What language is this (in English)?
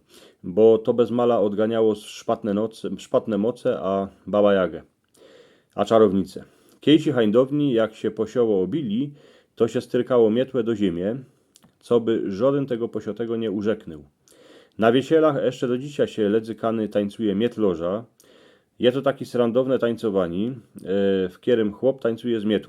Silesian